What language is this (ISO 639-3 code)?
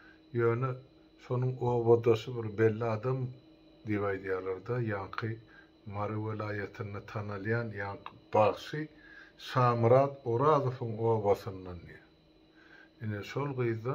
tuk